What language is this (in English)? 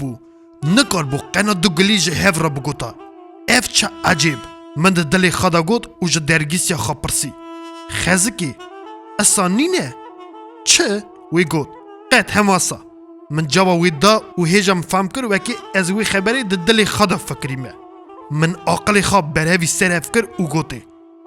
Kurdish